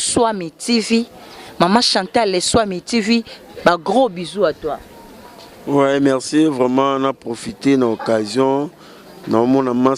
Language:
Lingala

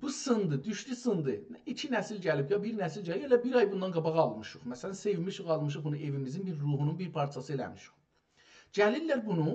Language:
South Azerbaijani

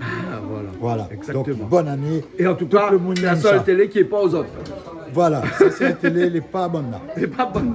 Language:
Réunion Creole French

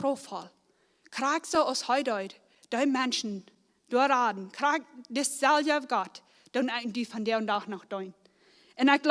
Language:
Plautdietsch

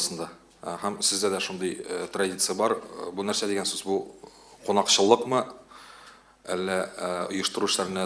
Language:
Tatar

